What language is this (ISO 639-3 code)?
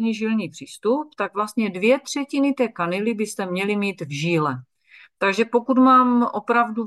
ces